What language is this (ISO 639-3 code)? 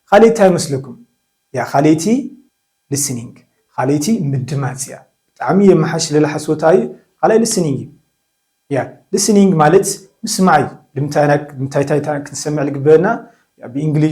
tir